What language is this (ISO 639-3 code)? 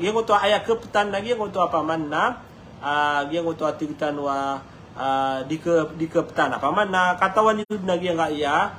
mrw